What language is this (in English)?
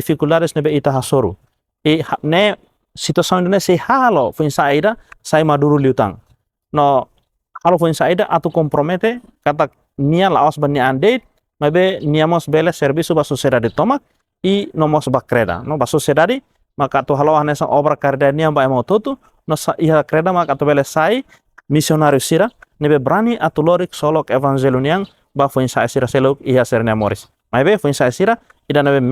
Tetum